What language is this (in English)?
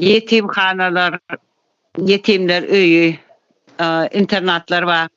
Turkmen